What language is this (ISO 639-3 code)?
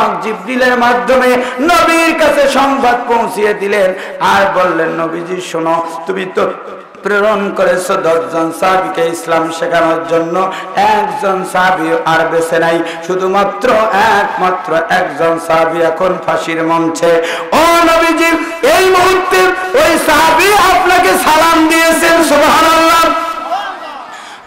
ben